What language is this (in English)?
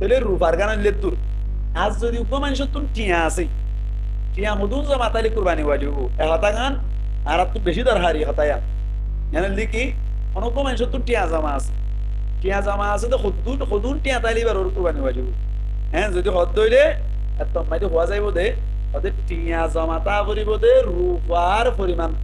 Rohingya